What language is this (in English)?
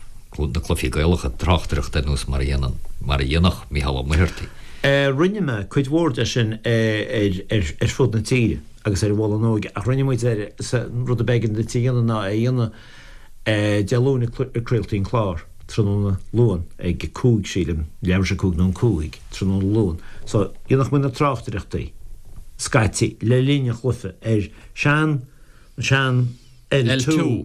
Irish